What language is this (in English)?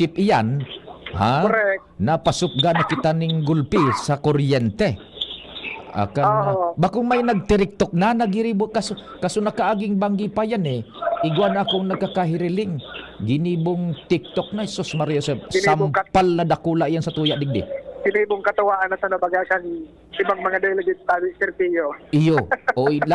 Bikol